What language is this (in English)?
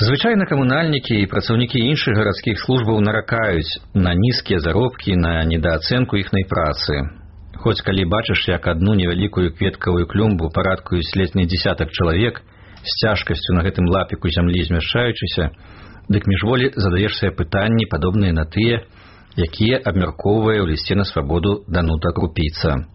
Belarusian